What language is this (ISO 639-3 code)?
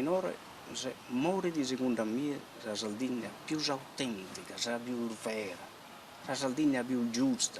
srd